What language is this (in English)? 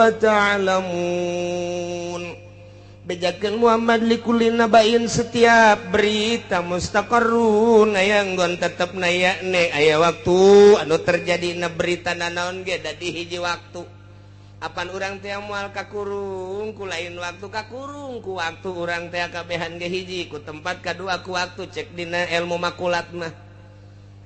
Sundanese